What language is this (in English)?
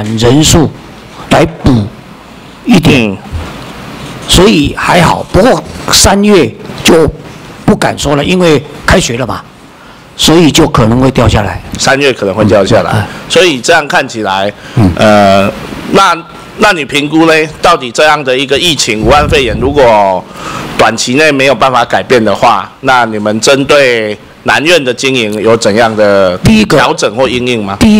Chinese